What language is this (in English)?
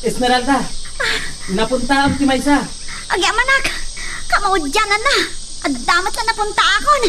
Iloko